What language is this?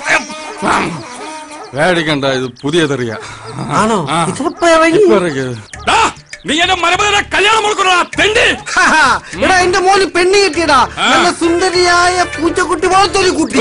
Malayalam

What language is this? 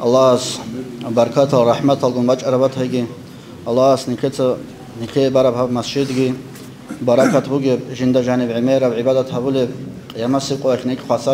Avaric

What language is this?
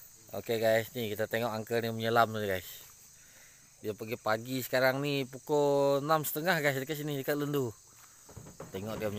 Malay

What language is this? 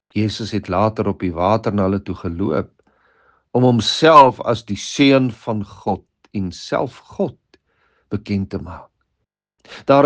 Afrikaans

